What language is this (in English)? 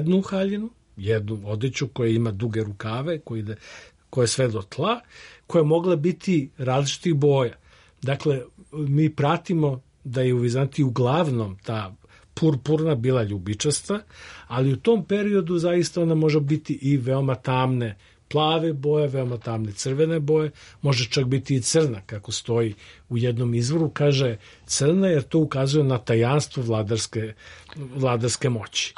Serbian